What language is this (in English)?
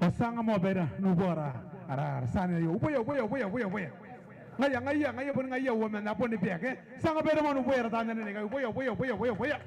Gilbertese